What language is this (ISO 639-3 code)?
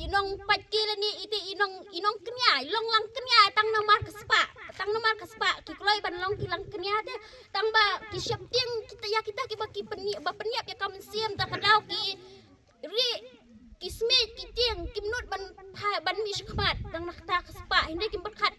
kha